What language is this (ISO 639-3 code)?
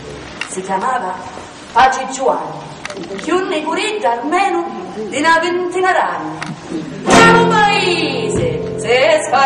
scn